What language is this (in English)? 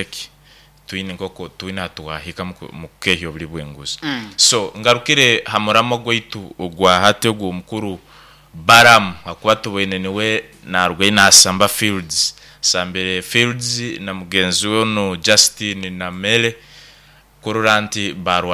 Nyoro